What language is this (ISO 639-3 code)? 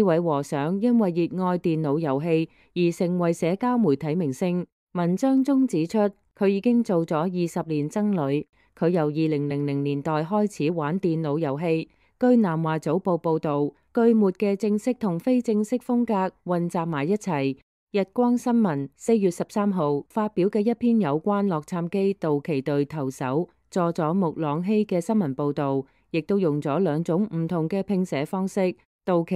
yue